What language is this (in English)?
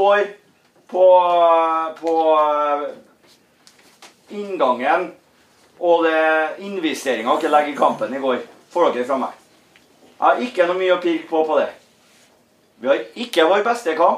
Norwegian